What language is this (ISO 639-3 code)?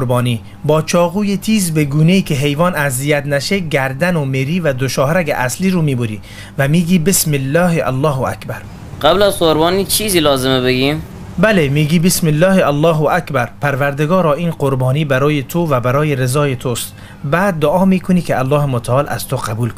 tgk